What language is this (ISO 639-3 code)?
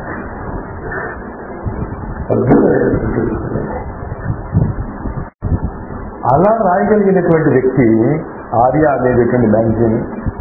tel